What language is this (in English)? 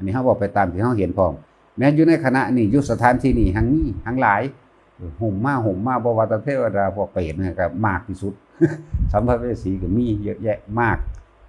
Northeastern Thai